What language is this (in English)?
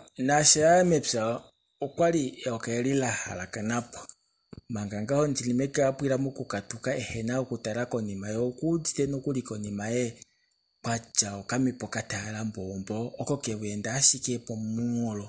Kuanyama